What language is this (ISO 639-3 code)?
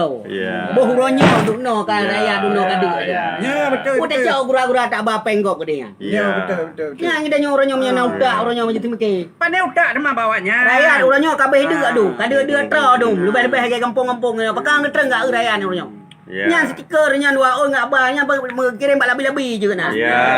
ace